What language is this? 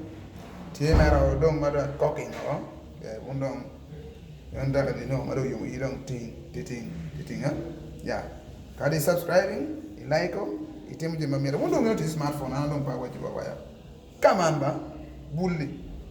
Acoli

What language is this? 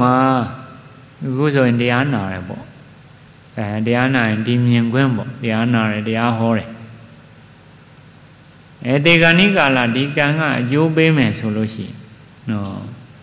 Burmese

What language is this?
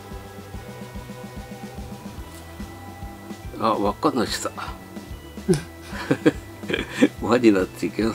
Japanese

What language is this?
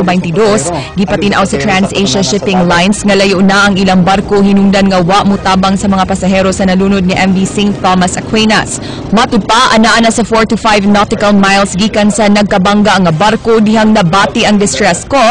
Cebuano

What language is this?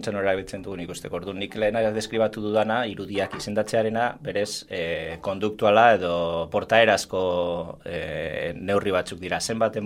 Basque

